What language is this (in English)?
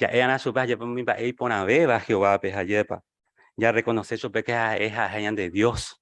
Guarani